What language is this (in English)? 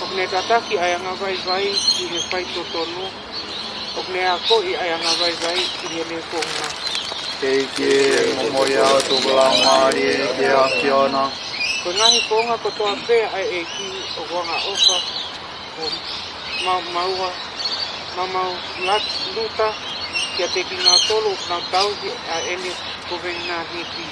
Tongan